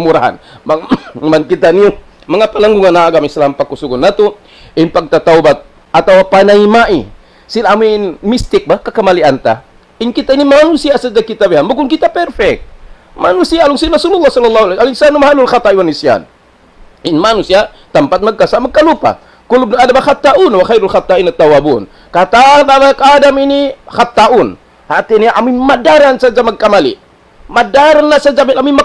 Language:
Tausug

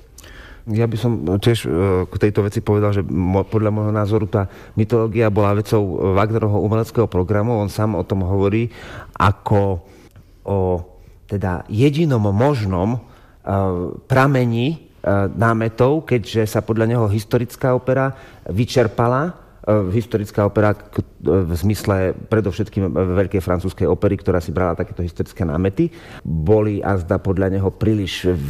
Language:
Slovak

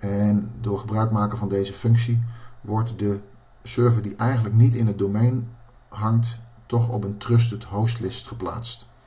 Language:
Dutch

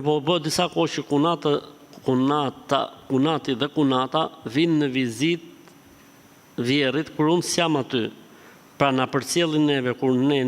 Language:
Albanian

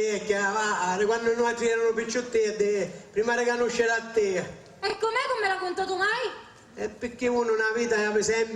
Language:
Sicilian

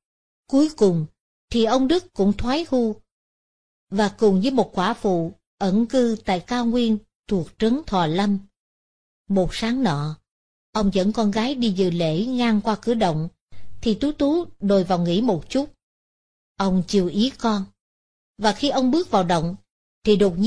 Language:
Vietnamese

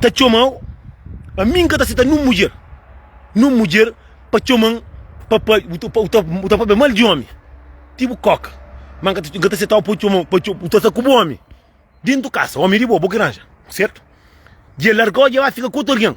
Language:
Kabuverdianu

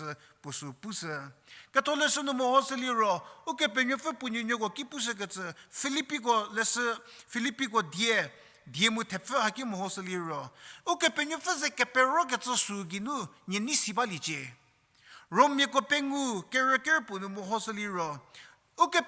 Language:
Angami Naga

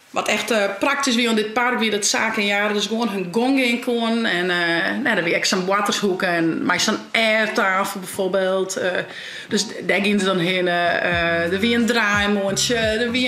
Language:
Western Frisian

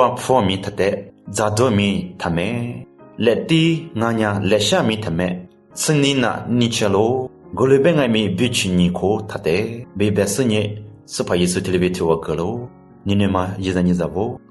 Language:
Lisu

